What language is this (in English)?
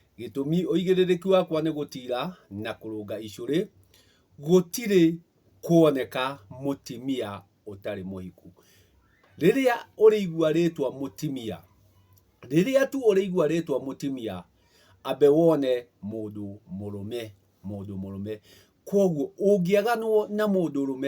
Kikuyu